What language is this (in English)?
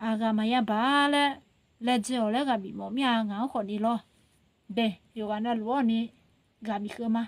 Akha